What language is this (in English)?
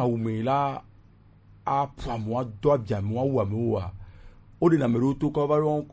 Gen